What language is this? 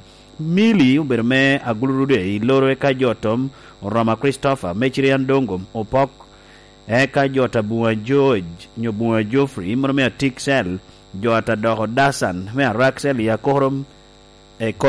Lango (Uganda)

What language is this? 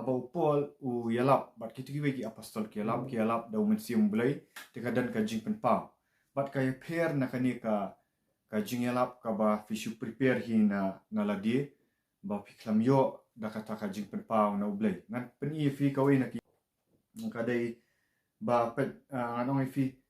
Khasi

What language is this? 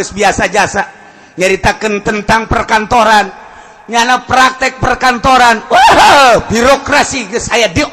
Sundanese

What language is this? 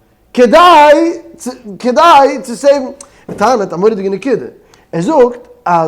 Yiddish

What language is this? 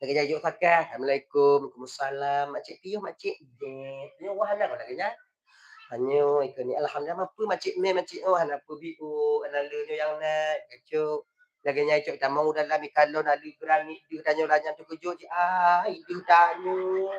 Achinese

